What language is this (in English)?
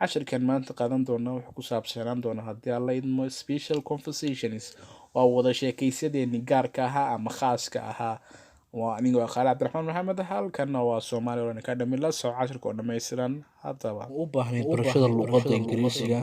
Somali